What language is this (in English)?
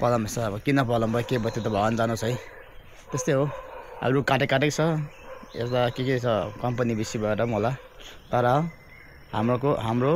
Nepali